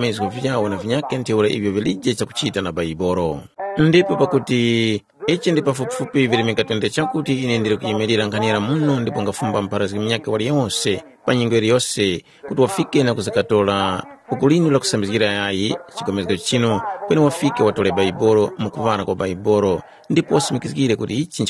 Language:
Tumbuka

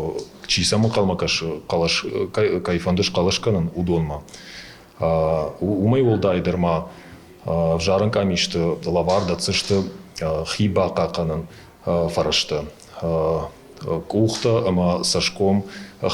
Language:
Ossetic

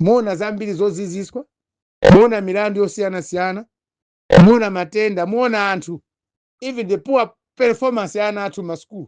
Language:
Nyanja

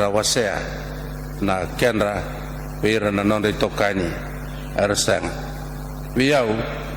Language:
Fijian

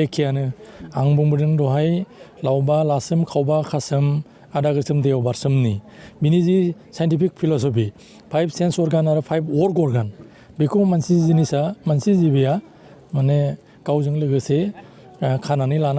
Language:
Bodo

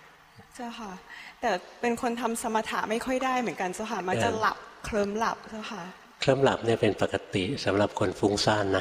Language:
Thai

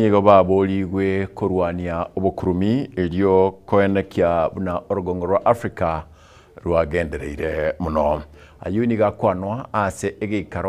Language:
Gusii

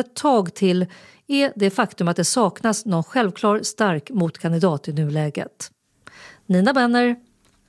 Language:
Swedish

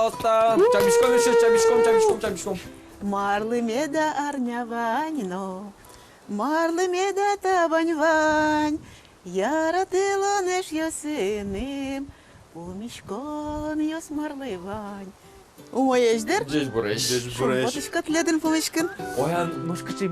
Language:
Udmurt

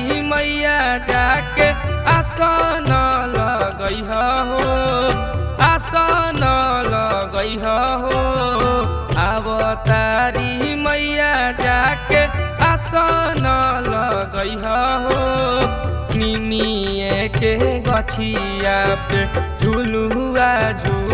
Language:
Bhojpuri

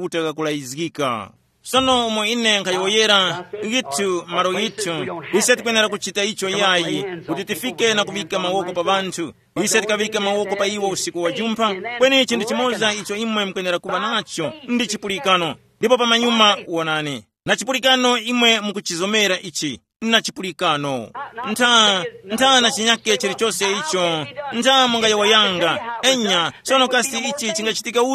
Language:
Tumbuka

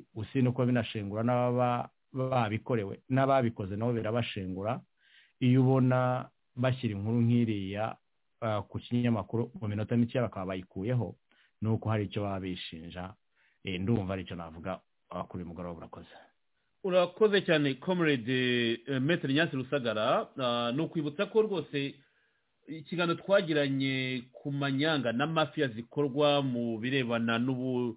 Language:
Kinyarwanda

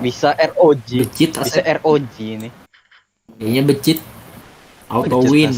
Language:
Banjar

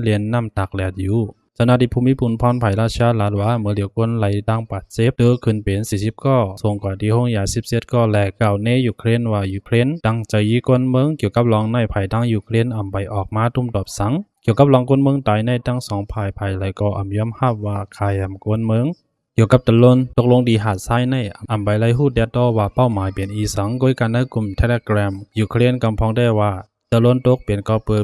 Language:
Shan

